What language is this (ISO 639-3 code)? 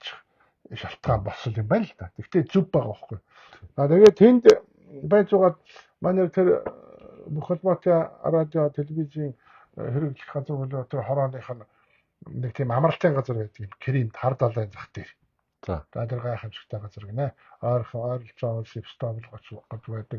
mon